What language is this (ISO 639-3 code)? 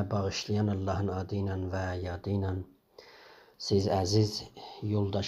azb